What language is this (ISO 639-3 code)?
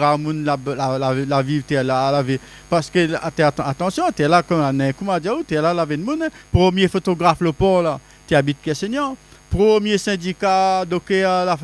rcf